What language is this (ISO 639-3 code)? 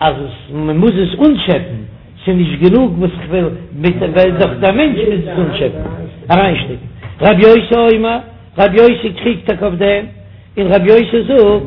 yid